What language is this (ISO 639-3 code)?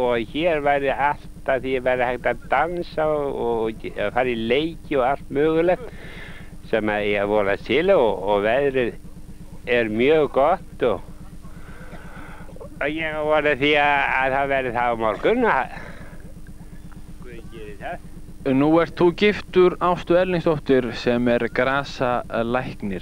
isl